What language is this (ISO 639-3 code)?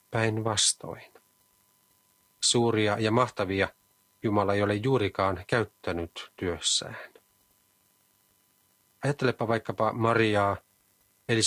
fin